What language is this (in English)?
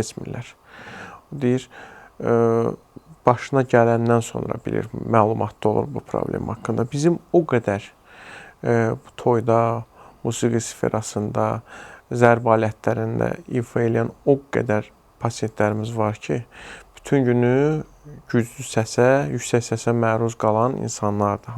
Azerbaijani